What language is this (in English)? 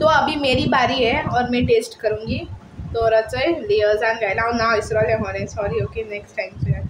Konkani